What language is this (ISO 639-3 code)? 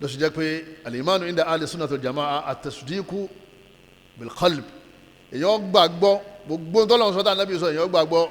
yor